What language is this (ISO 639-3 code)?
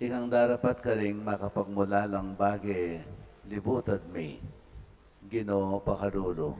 pam